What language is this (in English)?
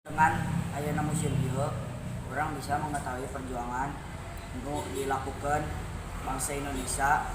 Sundanese